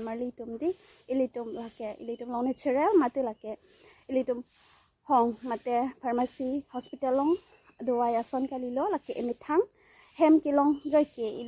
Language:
Karbi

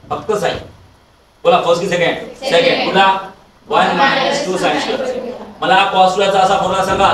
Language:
Marathi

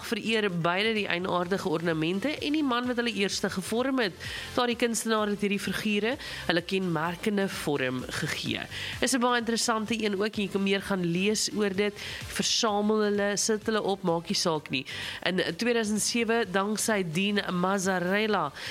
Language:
Afrikaans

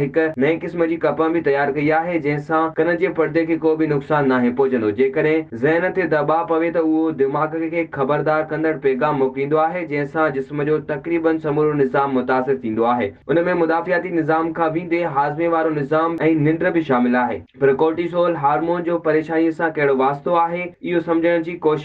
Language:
Sindhi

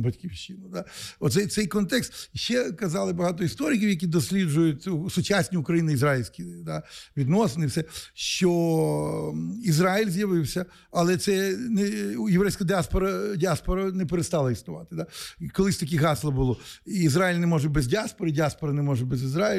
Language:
Ukrainian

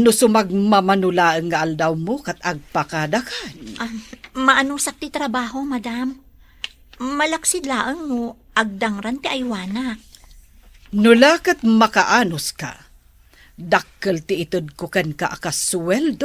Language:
Iloko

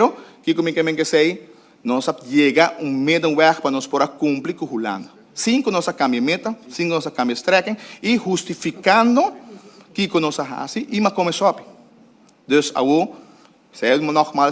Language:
Papiamento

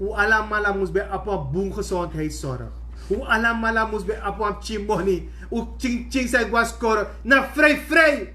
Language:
Sranan Tongo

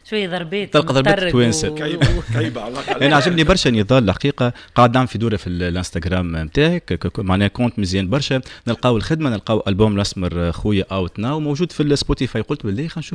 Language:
Tunisian Arabic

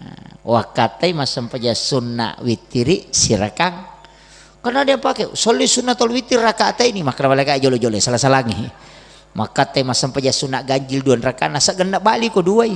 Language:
Buginese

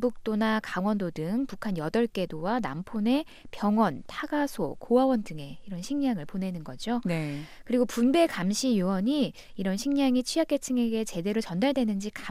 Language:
Korean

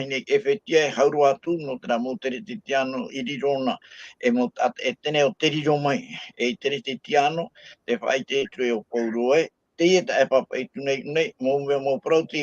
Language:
Tahitian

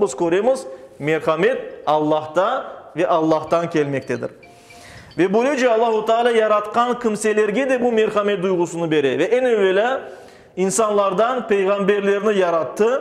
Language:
Crimean Tatar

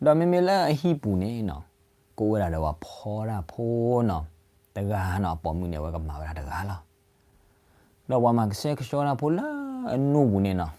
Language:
S'gaw Karen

